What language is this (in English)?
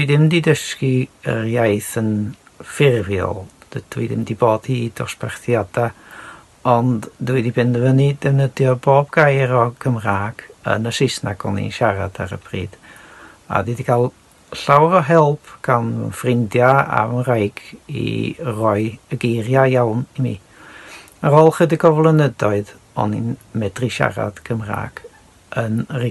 Welsh